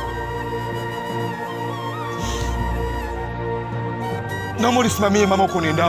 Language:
Swahili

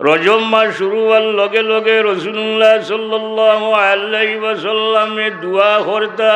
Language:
Sylheti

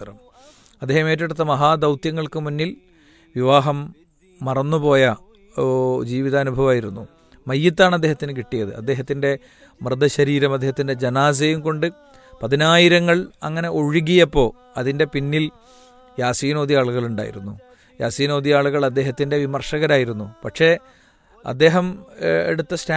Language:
Malayalam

